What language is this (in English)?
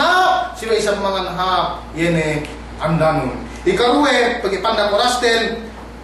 Yakan